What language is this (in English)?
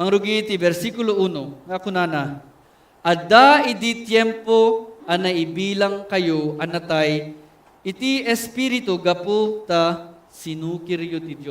Iloko